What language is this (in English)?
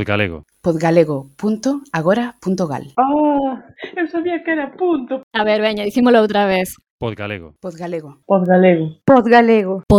Galician